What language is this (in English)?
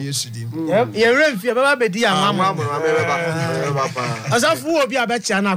Akan